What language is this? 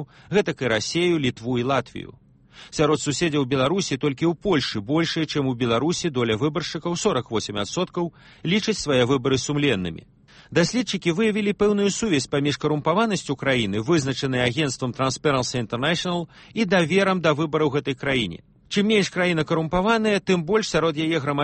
Belarusian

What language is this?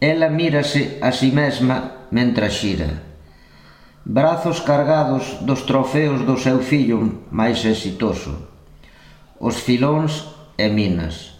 Galician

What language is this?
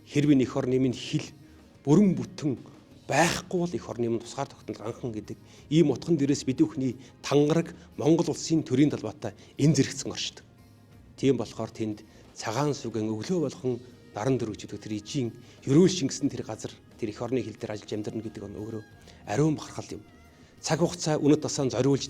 Mongolian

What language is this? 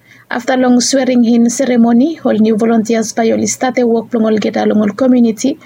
Bislama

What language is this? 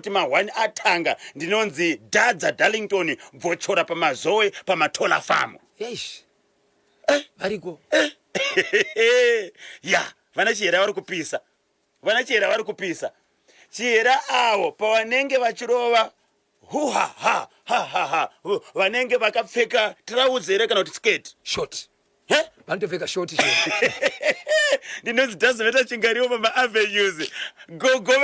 Shona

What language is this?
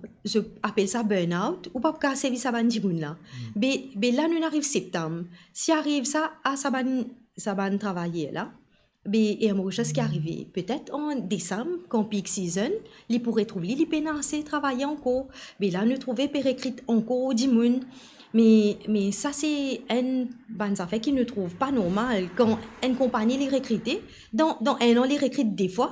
Morisyen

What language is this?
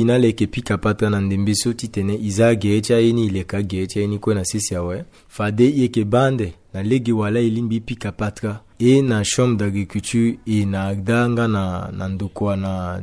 Sango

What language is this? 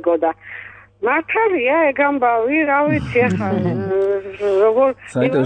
Georgian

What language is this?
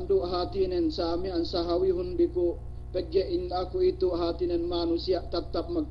Yakan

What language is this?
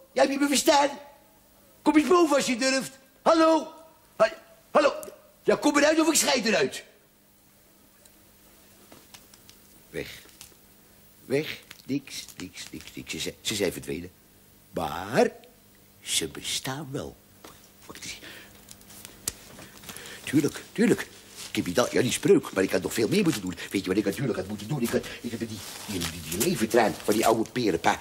Dutch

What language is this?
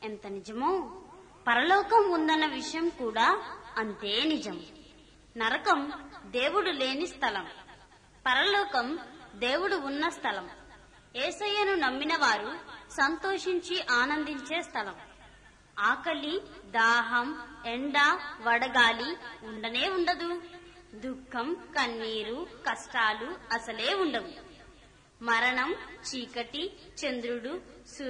Telugu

